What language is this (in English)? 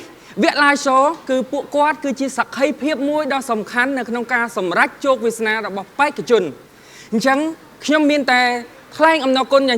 Khmer